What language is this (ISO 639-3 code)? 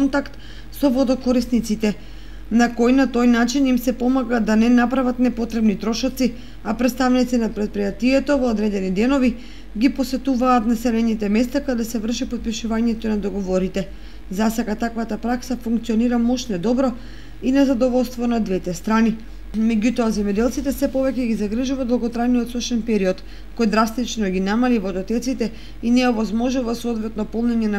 mkd